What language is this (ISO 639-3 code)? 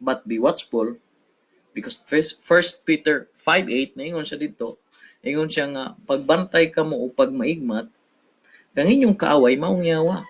ceb